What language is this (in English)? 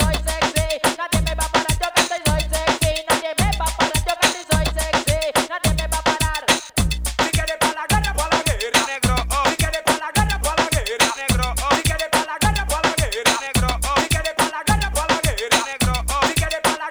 Spanish